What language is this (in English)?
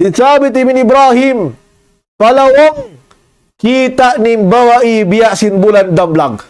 Tausug